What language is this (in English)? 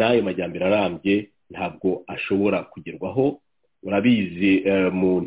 Kinyarwanda